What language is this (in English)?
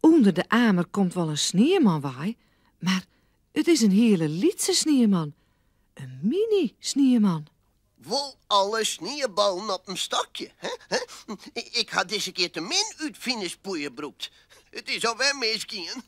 Western Frisian